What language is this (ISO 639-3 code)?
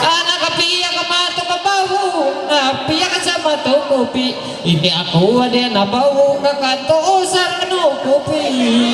mhy